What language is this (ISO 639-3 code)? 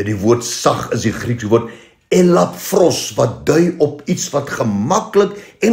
afr